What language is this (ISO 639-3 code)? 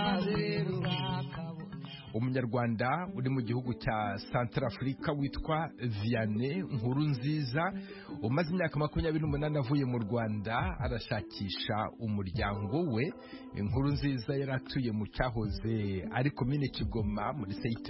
kin